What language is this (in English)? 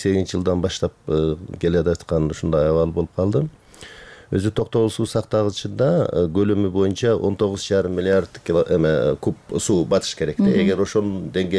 Kyrgyz